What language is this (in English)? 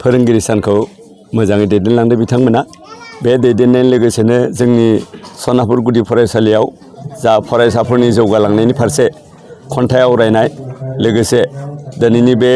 Bodo